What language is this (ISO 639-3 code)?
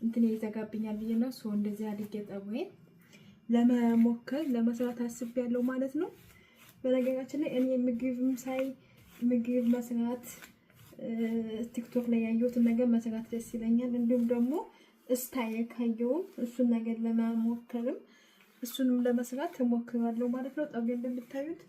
amh